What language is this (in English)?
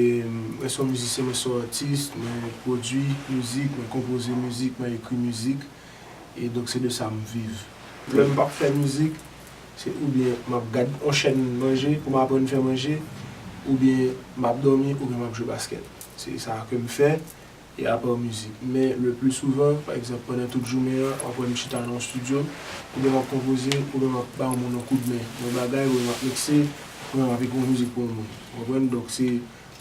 Haitian Creole